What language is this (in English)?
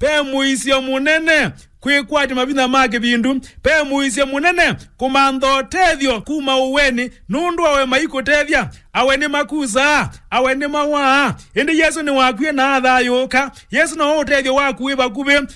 Kamba